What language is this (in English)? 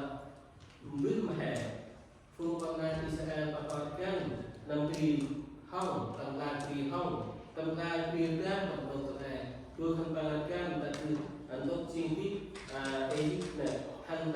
Central Mnong